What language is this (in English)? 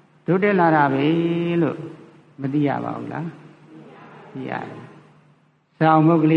Burmese